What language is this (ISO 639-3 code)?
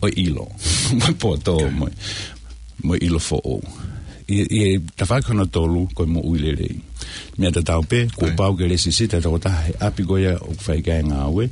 ton